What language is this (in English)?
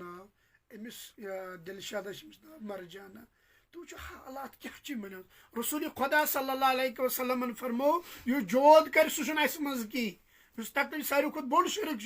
Kashmiri